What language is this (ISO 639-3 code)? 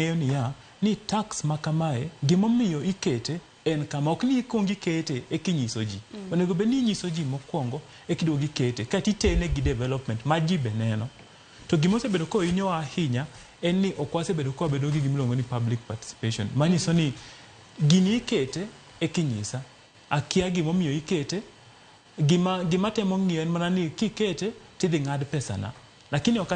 luo